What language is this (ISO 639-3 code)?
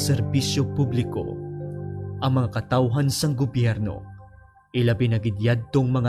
hil